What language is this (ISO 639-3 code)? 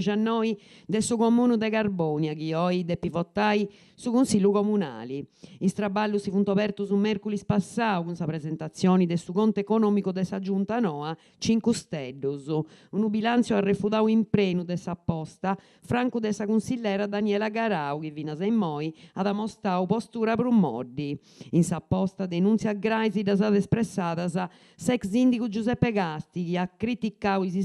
srd